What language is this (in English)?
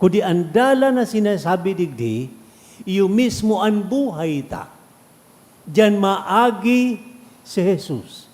Bikol